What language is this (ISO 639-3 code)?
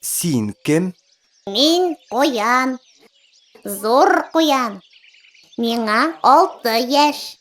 tat